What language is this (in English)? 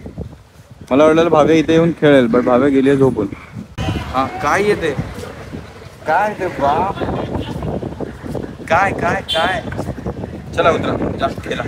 Marathi